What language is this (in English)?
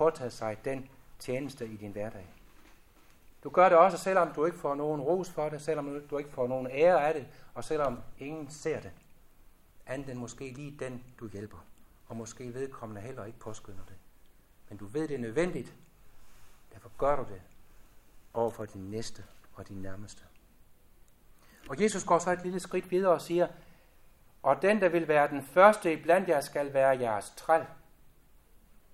Danish